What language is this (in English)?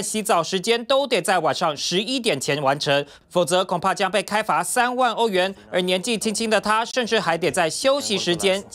Chinese